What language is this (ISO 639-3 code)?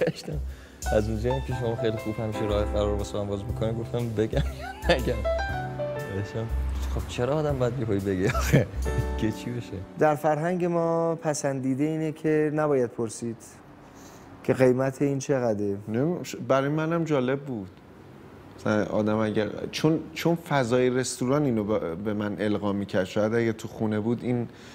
fas